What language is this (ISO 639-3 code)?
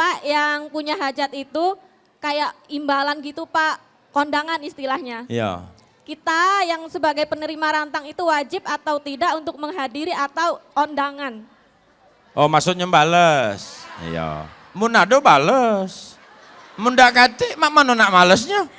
mui